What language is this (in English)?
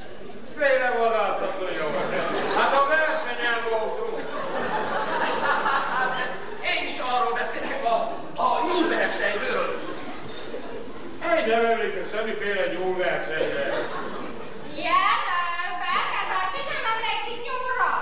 Hungarian